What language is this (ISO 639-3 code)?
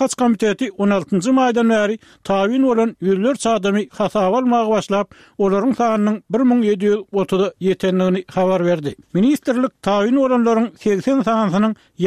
tuk